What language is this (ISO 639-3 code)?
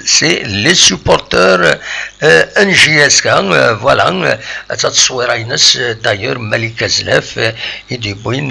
kab